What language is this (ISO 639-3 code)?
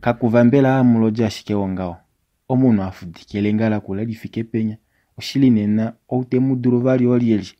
kua